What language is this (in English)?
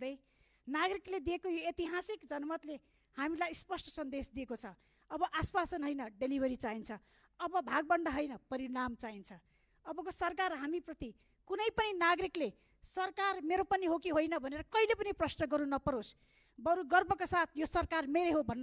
Nepali